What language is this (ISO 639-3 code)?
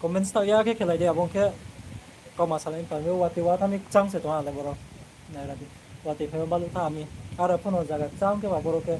ria